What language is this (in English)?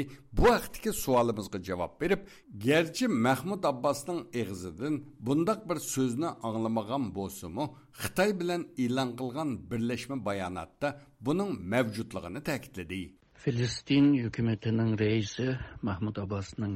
Uyghur